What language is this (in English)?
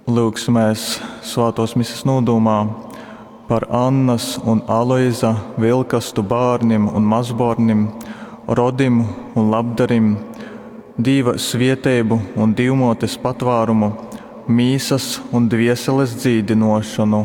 Latgalian